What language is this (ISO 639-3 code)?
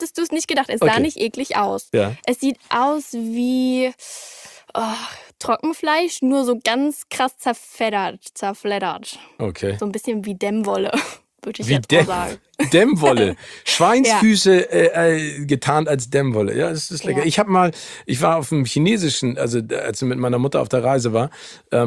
deu